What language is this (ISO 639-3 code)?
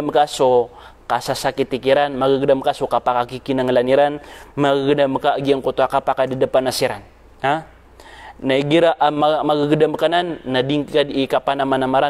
mrw